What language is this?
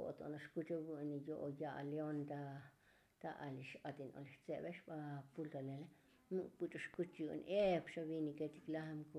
Tzotzil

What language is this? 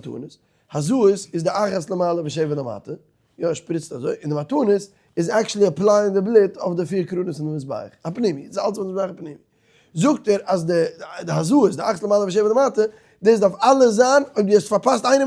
Yiddish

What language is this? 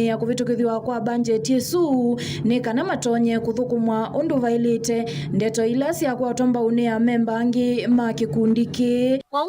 Kamba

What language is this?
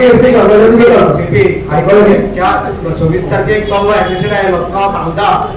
Konkani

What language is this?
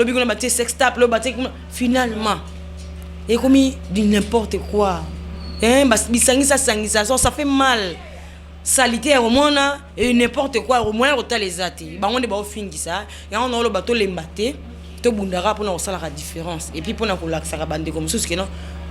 Lingala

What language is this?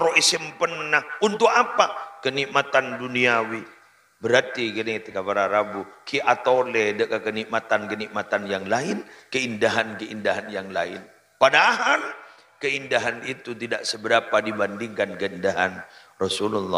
Madurese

